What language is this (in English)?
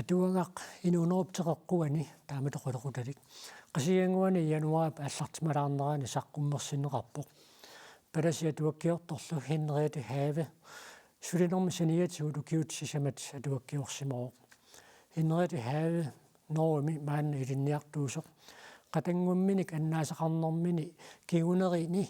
Kalaallisut